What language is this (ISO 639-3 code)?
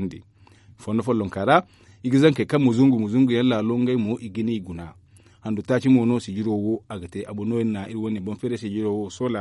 dje